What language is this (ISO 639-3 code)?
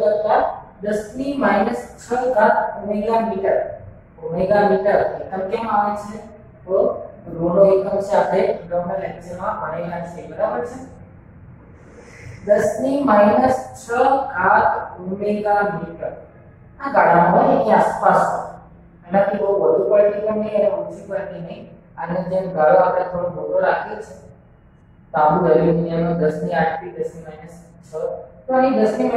guj